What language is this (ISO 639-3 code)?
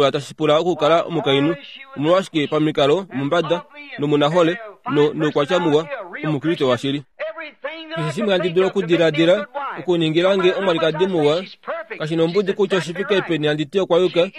kua